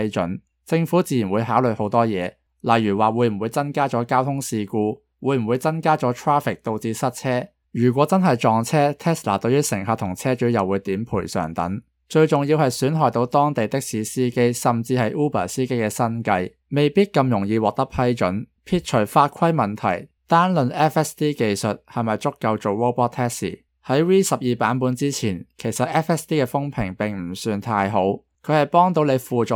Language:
Cantonese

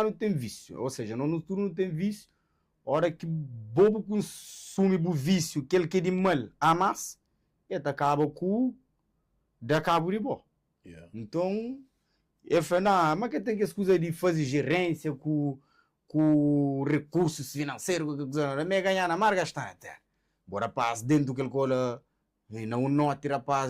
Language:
Kabuverdianu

